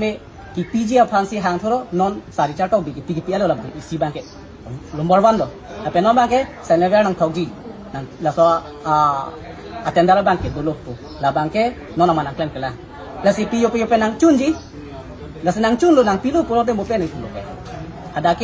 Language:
Karbi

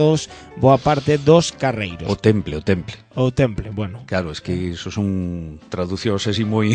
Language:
Galician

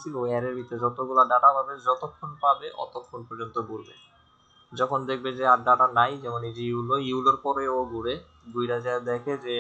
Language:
Bangla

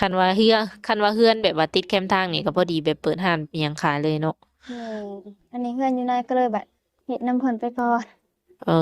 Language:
Lao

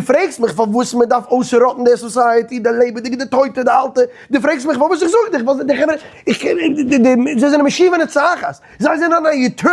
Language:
Yiddish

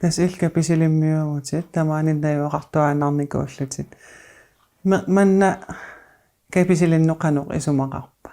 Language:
Kalaallisut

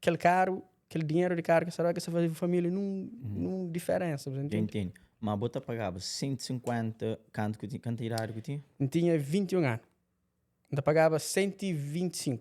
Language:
Kabuverdianu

